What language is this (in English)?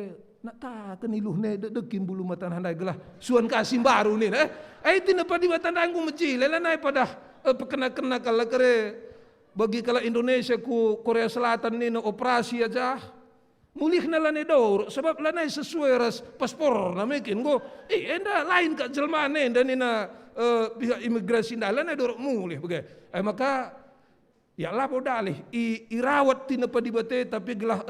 Batak Karo